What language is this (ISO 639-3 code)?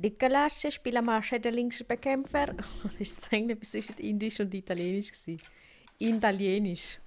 gsw